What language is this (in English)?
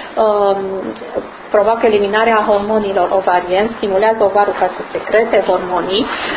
Romanian